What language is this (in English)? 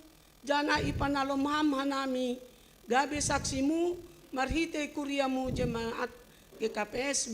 Batak Simalungun